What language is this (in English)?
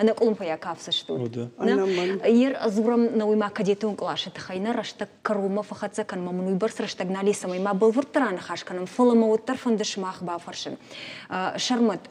Ossetic